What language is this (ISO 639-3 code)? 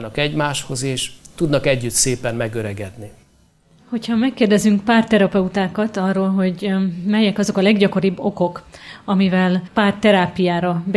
hun